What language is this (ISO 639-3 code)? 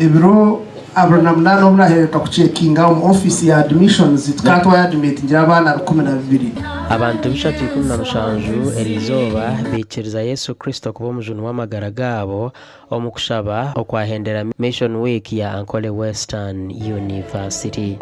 nyn